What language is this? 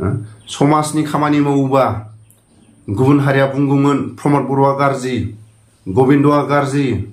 Bodo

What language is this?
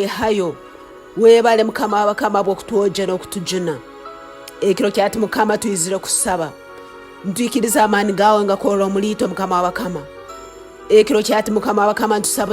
Tooro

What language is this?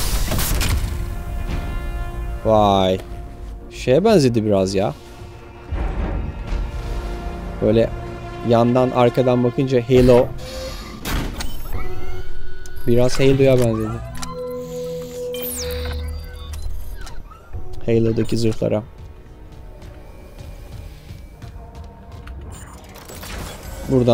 Turkish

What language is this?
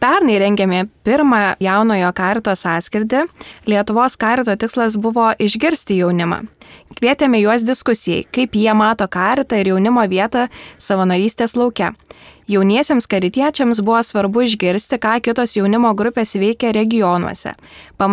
Lithuanian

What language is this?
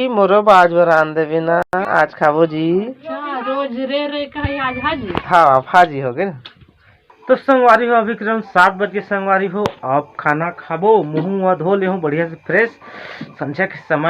Chhattisgarhi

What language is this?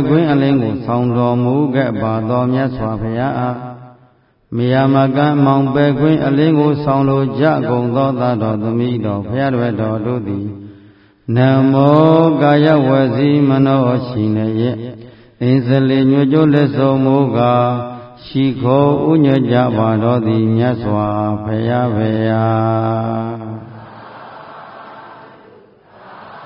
Burmese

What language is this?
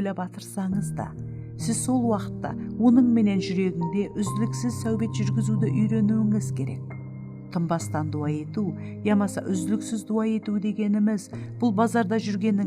Kara-Kalpak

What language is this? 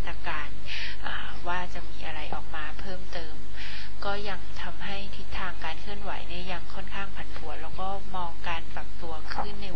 Thai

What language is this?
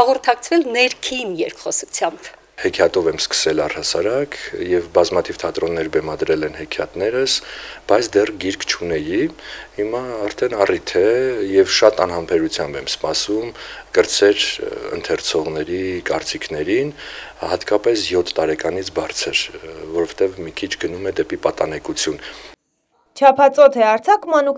Armenian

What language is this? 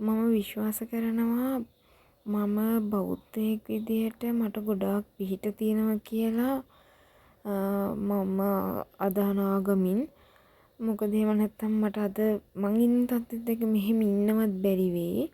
Sinhala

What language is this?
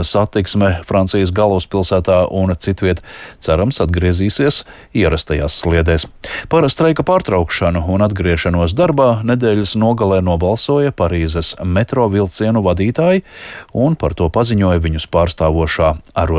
Latvian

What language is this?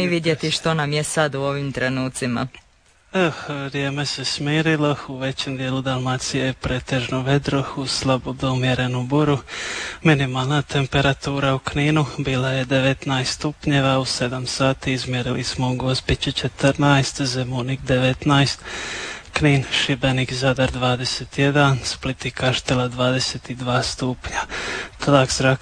Croatian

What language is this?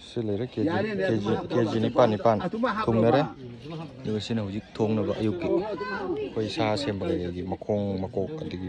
Manipuri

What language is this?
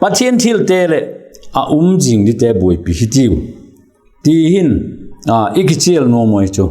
Vaiphei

